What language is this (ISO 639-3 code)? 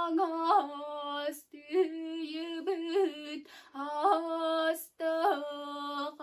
sah